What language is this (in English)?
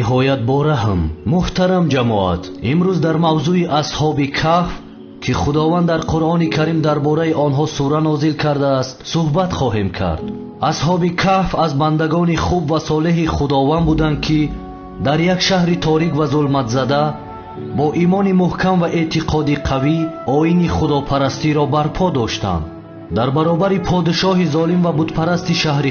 Tajik